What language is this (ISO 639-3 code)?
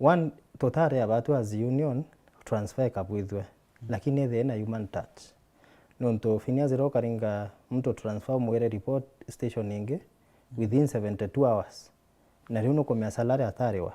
mer